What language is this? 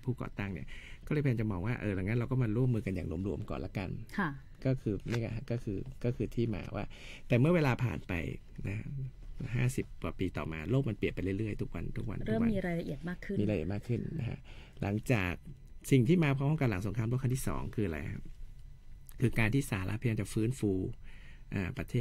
Thai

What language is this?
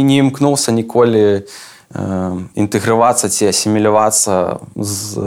Belarusian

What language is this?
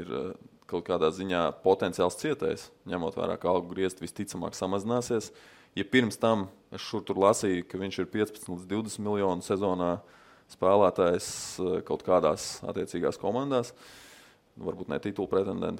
Latvian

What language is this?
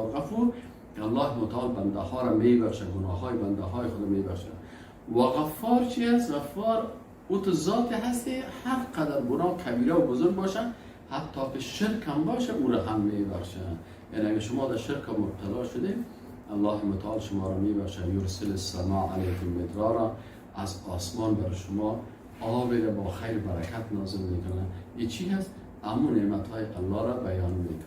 Persian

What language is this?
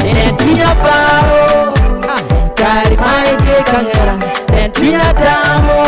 Acoli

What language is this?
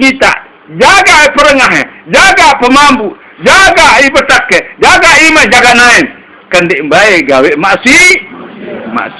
Sasak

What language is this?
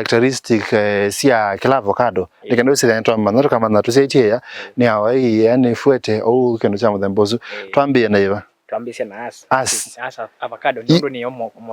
Kamba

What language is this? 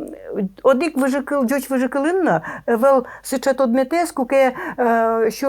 Udmurt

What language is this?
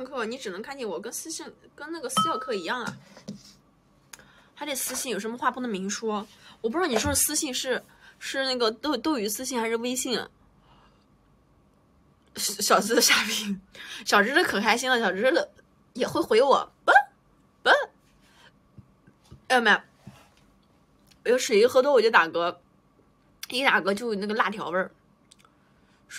Chinese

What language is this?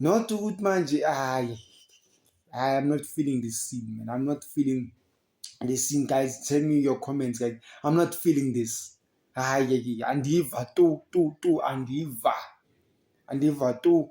Zulu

